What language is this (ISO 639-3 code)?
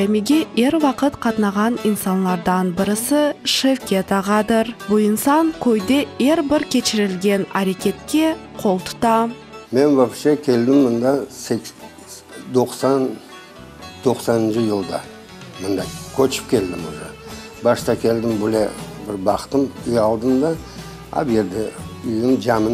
crh